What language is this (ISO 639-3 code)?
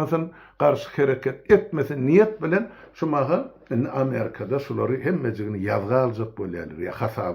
tuk